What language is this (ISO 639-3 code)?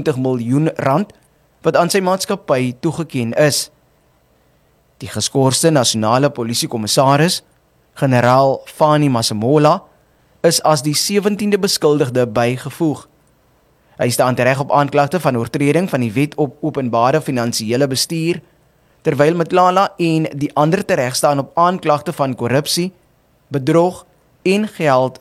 afr